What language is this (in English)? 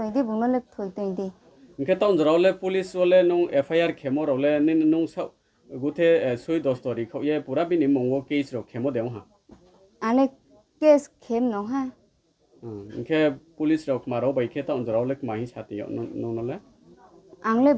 Riang (India)